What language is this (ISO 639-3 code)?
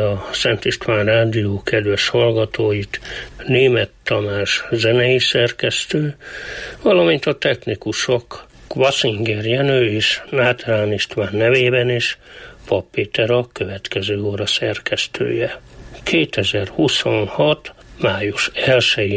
hun